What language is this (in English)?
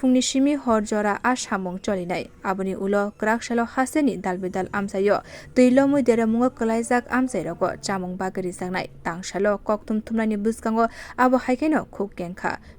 Kok Borok